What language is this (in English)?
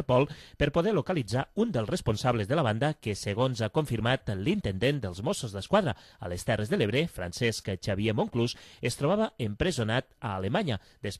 Catalan